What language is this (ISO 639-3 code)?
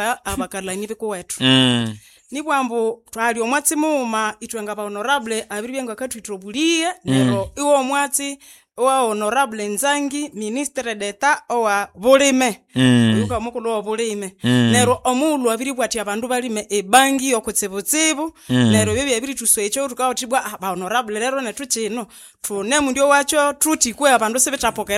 nnb